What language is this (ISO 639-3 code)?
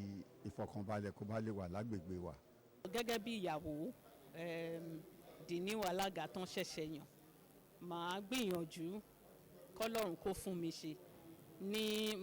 yor